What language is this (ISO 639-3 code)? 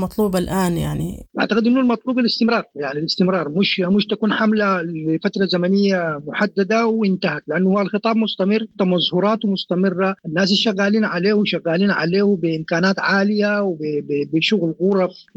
apd